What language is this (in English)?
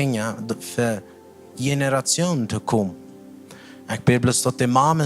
Plautdietsch